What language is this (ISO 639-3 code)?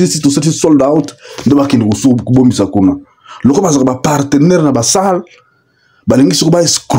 lin